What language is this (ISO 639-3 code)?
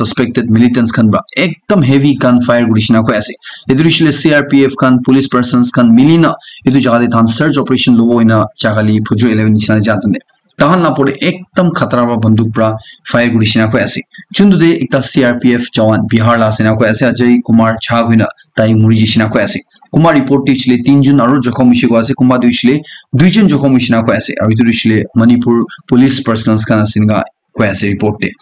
nag